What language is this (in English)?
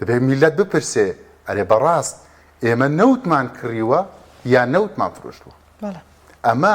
Central Kurdish